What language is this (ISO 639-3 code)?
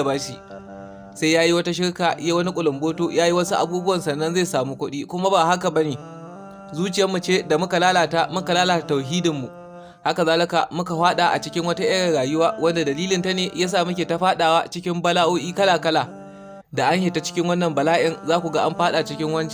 hau